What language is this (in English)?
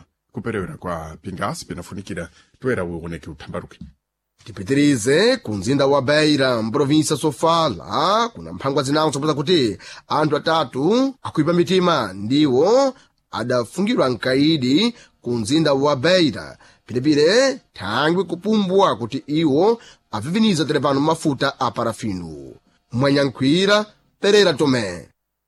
Sena